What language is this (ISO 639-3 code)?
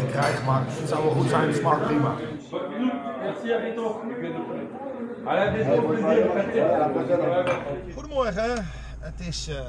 nld